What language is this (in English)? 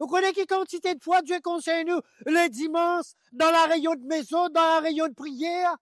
Morisyen